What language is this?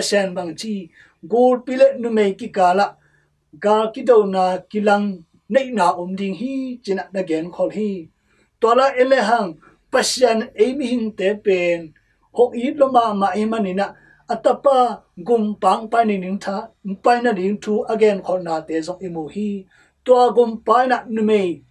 Tedim Chin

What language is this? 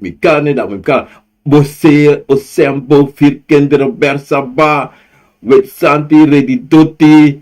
Sranan Tongo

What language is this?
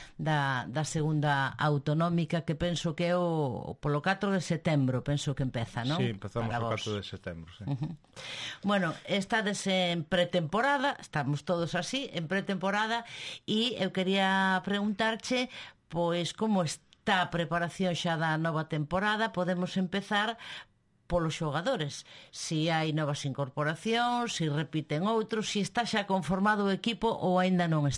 Galician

